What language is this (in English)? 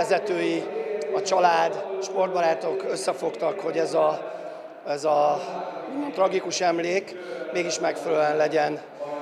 Hungarian